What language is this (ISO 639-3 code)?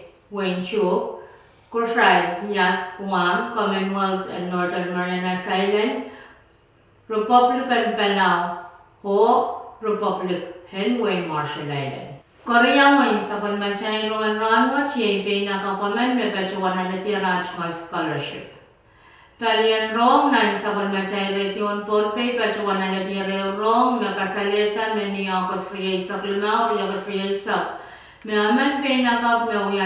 pon